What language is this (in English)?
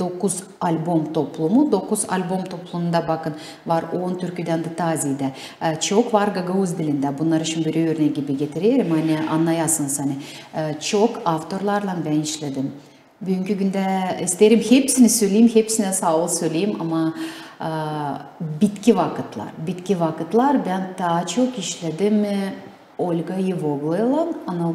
Gagauz